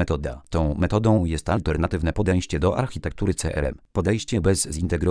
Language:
Polish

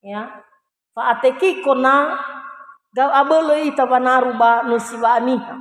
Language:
Nias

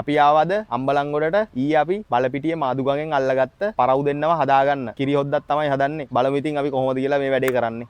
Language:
Sinhala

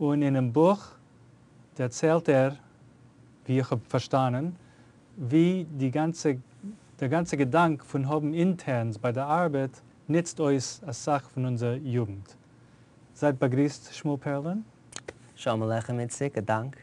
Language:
Yiddish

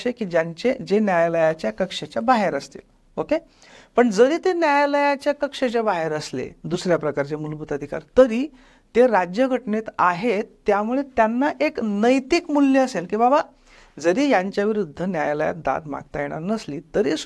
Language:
Marathi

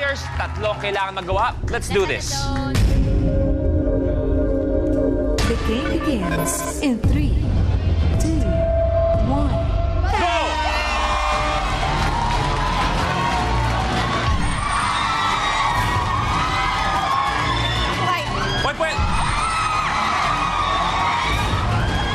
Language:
Filipino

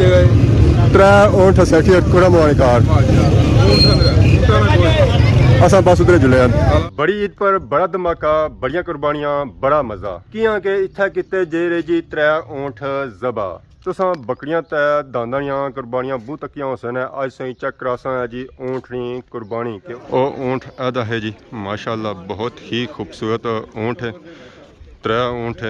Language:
Pahari-Potwari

